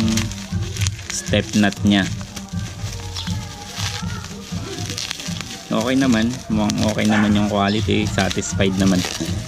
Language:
Filipino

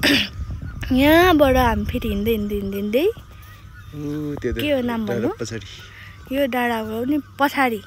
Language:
Nepali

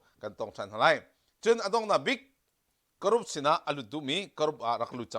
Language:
Hakha Chin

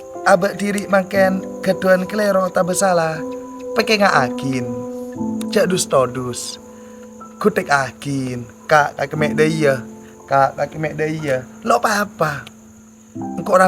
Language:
Madurese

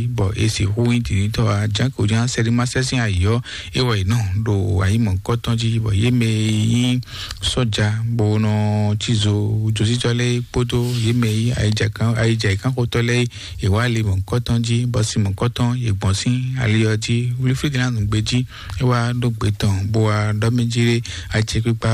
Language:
Fon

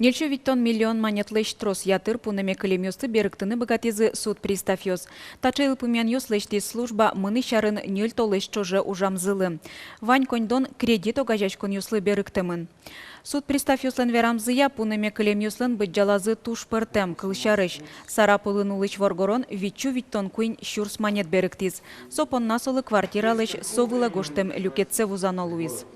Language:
Udmurt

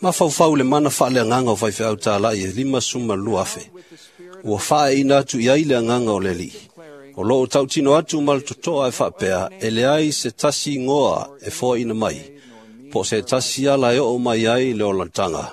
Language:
Samoan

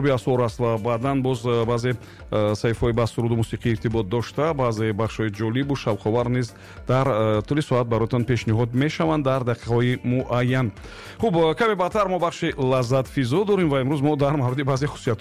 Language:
Tajik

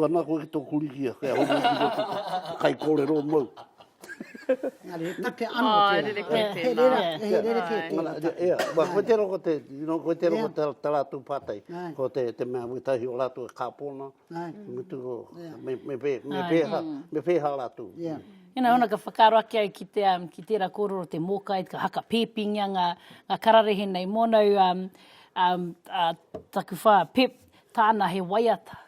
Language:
Māori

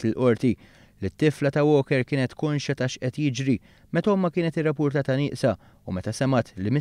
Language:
Maltese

